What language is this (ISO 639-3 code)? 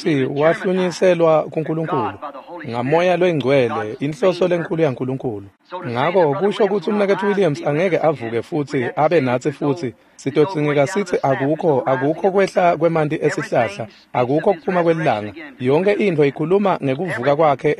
ssw